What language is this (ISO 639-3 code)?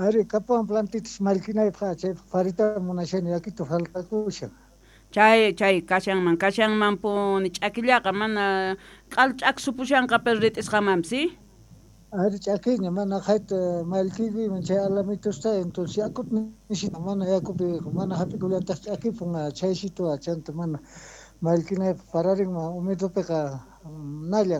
quh